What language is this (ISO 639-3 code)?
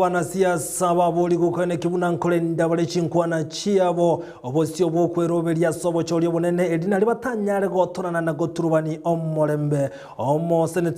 guz